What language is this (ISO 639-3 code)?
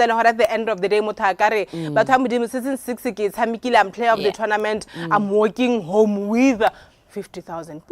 tsn